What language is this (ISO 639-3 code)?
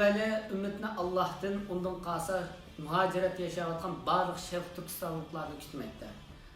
uig